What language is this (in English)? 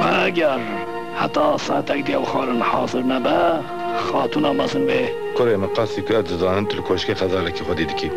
Kurdish